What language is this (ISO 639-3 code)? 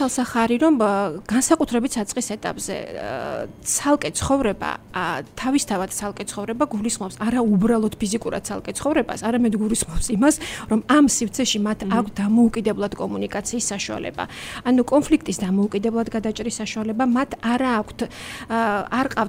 kat